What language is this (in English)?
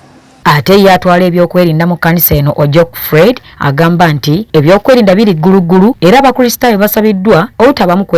Ganda